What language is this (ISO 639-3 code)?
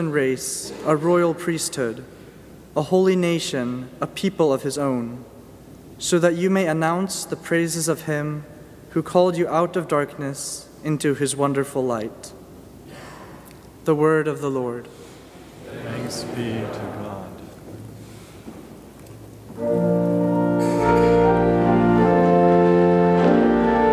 eng